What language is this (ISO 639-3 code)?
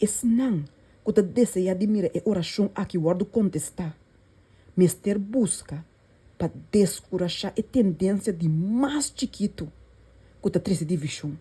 pap